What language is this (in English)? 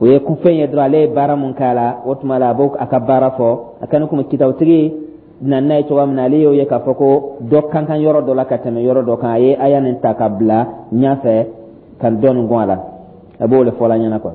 Dyula